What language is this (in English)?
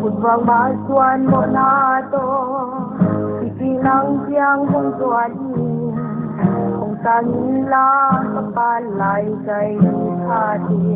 Paite Chin